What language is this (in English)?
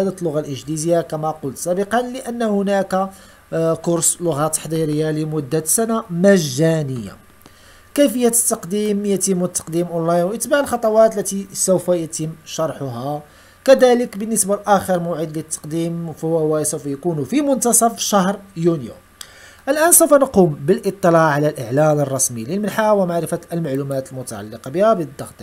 Arabic